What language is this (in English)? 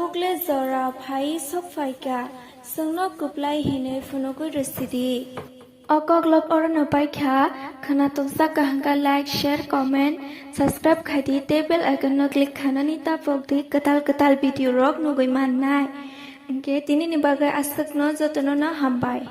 Kok Borok